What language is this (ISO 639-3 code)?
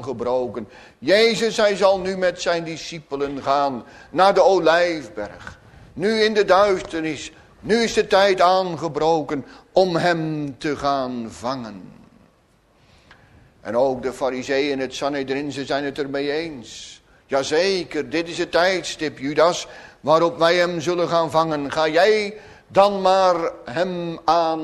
nld